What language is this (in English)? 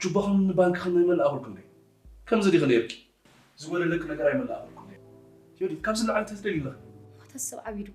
Tigrinya